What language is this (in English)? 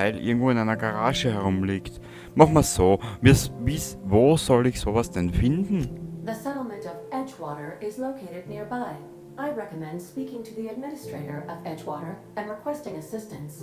Bavarian